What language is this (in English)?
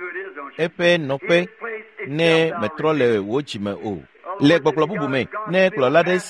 Ewe